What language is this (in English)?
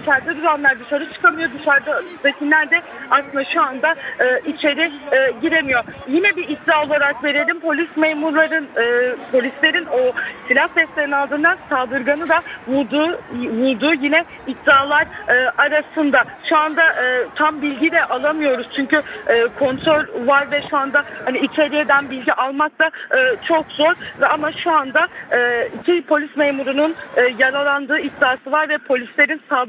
Turkish